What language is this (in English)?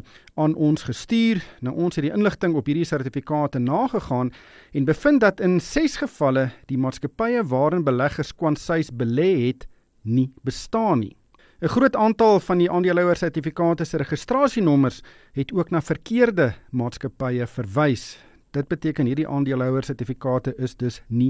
Afrikaans